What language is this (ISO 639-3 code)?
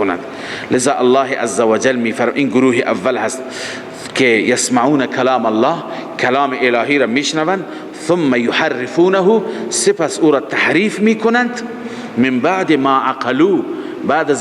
fas